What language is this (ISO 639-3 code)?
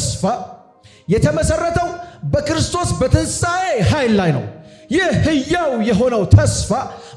amh